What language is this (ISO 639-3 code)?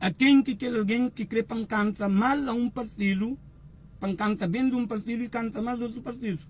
kea